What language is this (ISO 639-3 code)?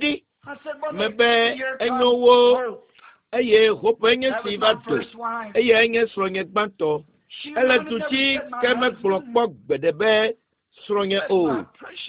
ewe